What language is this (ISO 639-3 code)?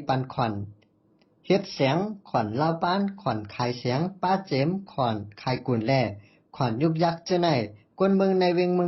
shn